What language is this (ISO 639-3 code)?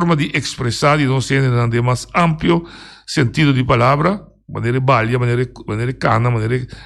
pap